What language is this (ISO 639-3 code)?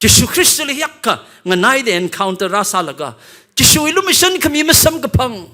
nmf